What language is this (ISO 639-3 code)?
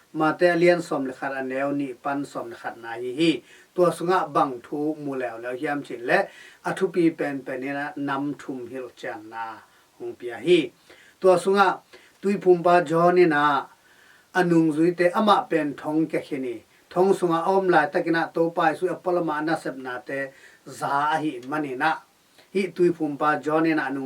ctd